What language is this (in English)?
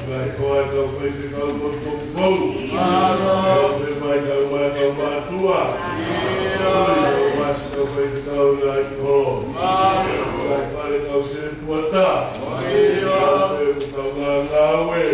Tongan